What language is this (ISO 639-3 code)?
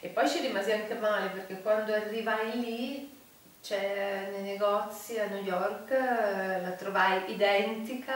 ita